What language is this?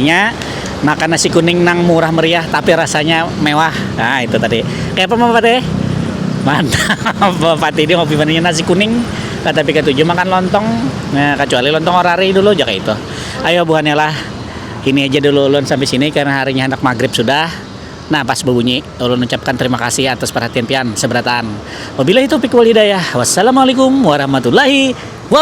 Banjar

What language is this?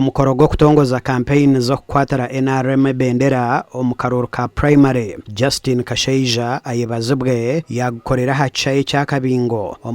Nyankole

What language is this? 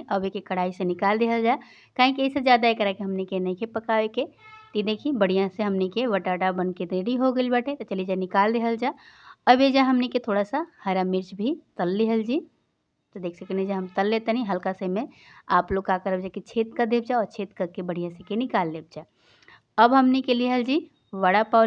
Bhojpuri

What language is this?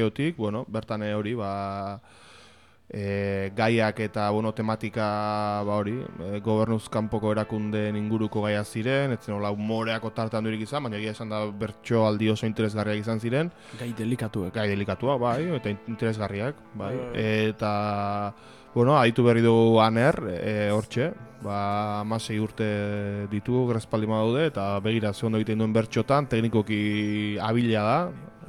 Basque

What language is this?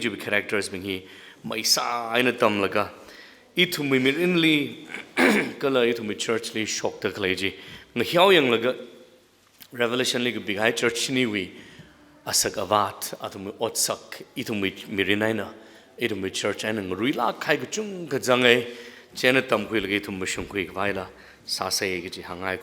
Tangkhul Naga (India)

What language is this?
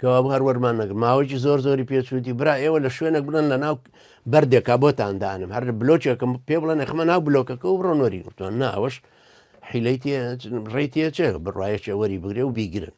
Central Kurdish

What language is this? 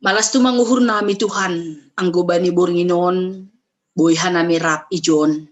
Batak Simalungun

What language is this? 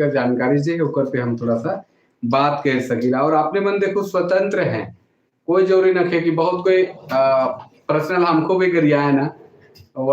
Sadri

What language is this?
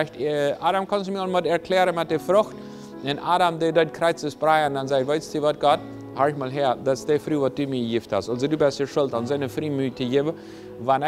Plautdietsch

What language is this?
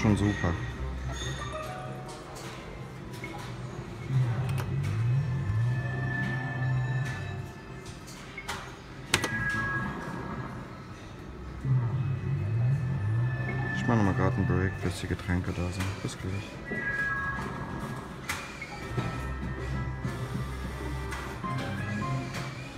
German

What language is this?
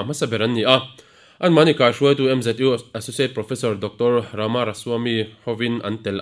Mizo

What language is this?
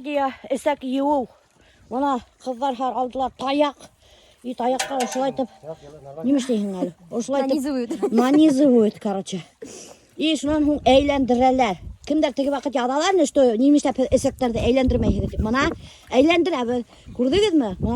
Bashkir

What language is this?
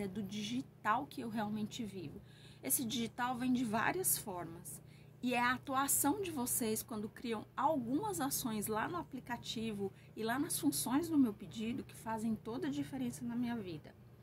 Portuguese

